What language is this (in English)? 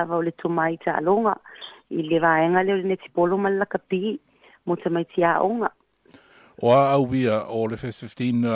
Samoan